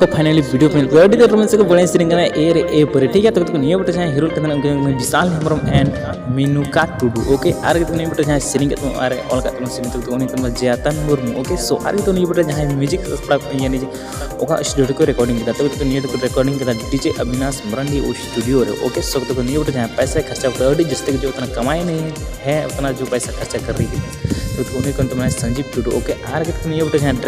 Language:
Santali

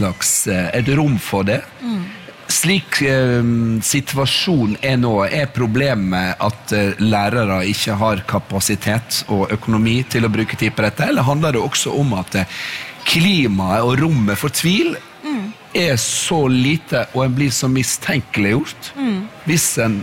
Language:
Norwegian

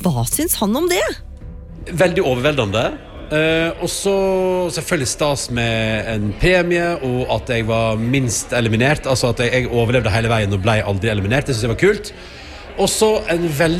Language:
Norwegian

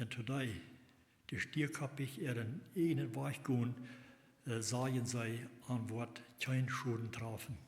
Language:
Plautdietsch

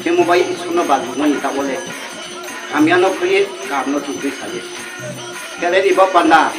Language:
Riang (India)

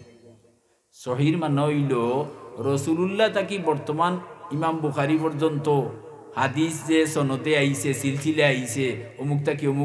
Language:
Sylheti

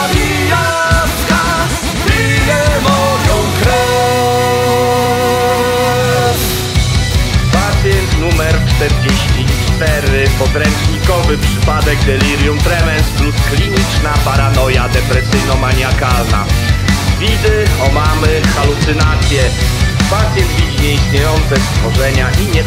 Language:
Polish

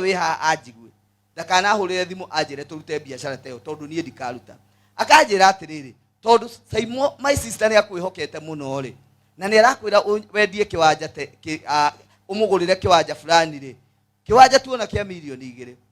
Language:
Kikuyu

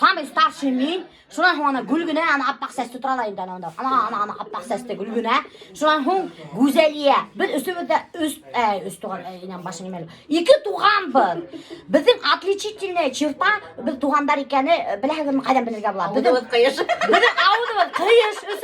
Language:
Bashkir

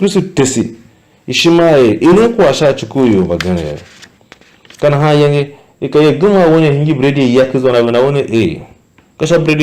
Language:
Tiv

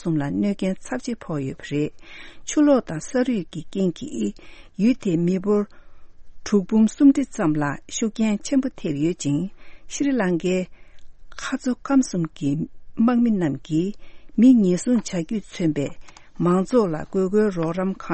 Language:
Tibetan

